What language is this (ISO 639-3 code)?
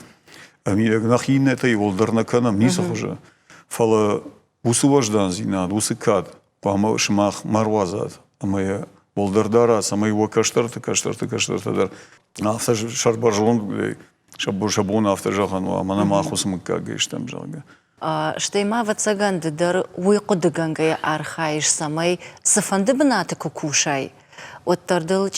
oss